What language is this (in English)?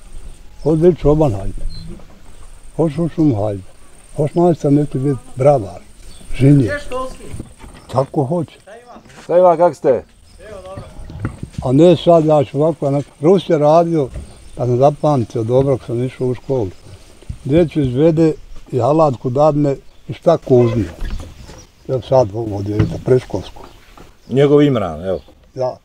Bosnian